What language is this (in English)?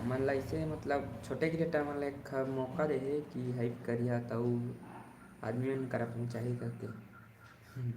Chhattisgarhi